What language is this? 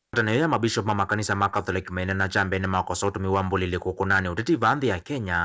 Kamba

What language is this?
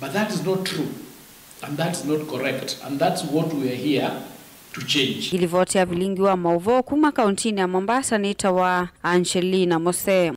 Kamba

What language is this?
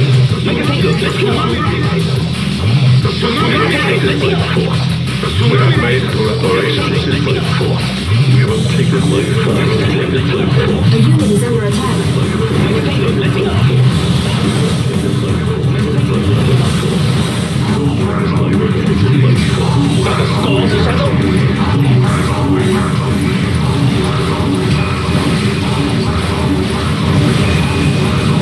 English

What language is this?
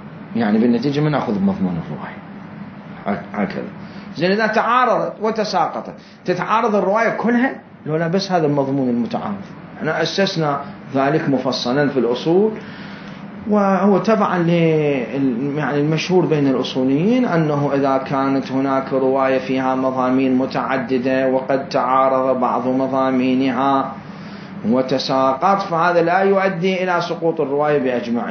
Mesopotamian Arabic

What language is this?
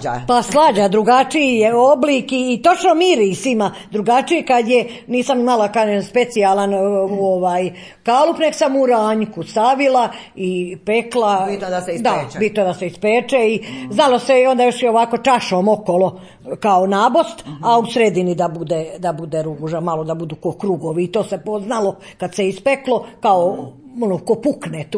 Serbian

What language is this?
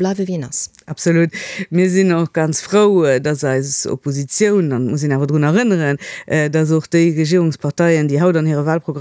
Luxembourgish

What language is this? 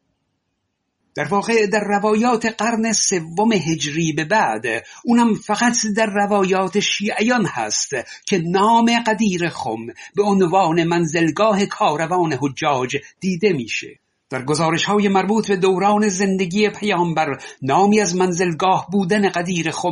Persian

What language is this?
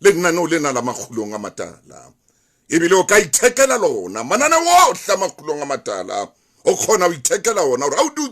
Southern Sotho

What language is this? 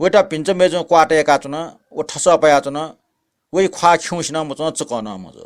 Newari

